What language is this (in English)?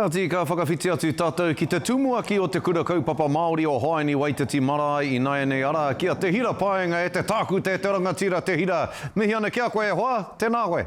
Māori